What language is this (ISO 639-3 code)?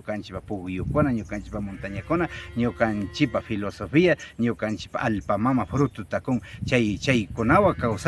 qvi